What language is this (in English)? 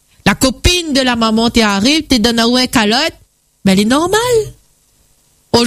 French